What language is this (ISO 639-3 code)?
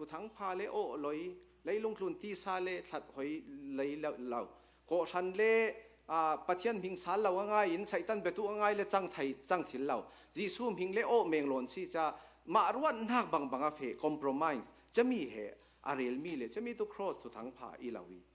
cnh